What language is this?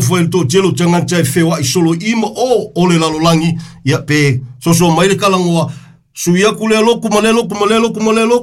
Samoan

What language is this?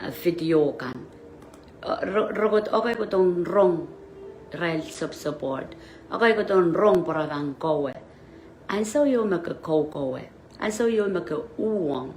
Pohnpeian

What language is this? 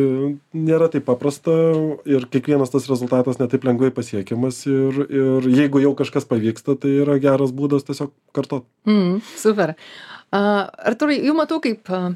Lithuanian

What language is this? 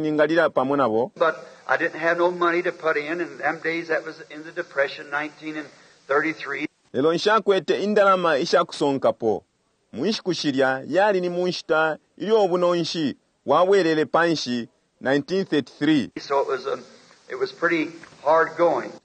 Bemba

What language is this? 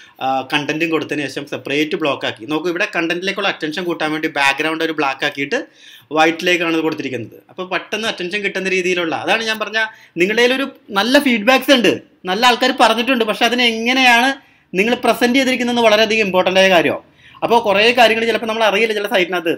Malayalam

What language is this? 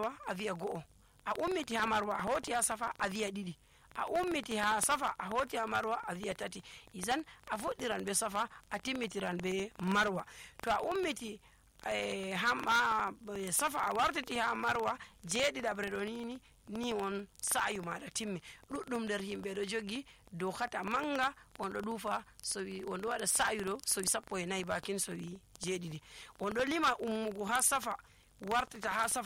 Nigerian Fulfulde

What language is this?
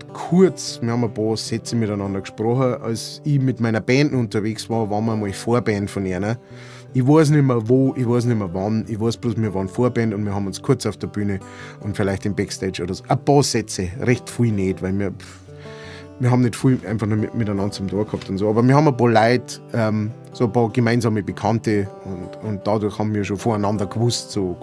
Bavarian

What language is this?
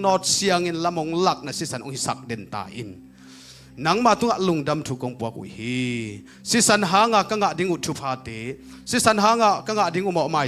Tedim Chin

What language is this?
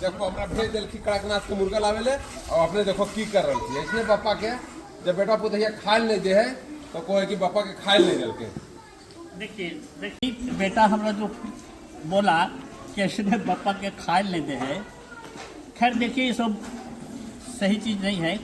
Magahi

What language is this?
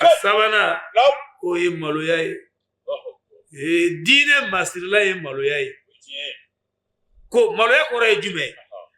Bambara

